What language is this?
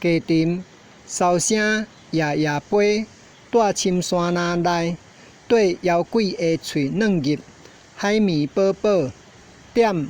Min Nan Chinese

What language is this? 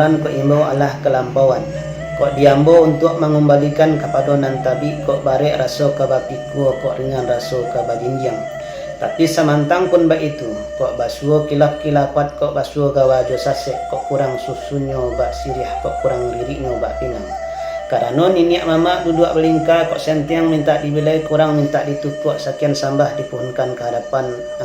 Minangkabau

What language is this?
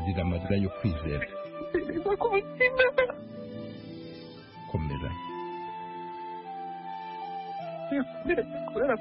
Kinyarwanda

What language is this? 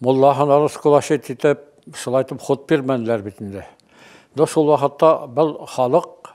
Bashkir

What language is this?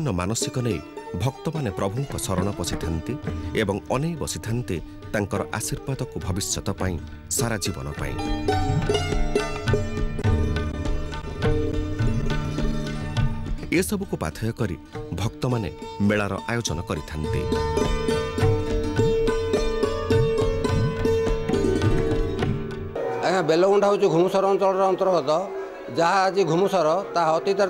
Odia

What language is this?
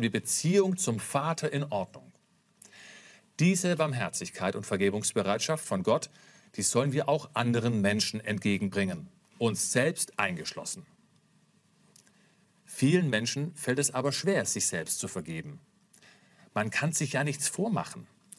German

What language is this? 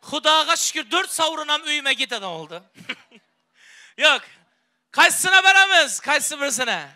Turkmen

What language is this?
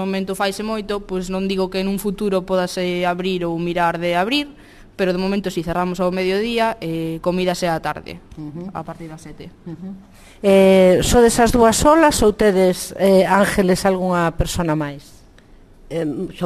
Galician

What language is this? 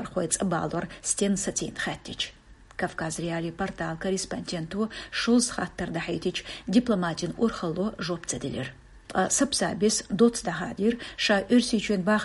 Chechen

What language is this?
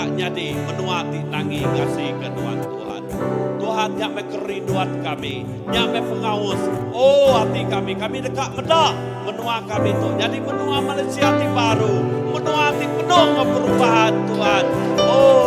Iban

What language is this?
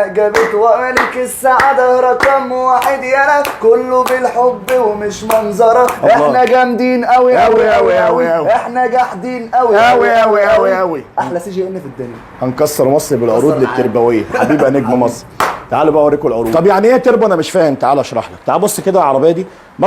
Egyptian Arabic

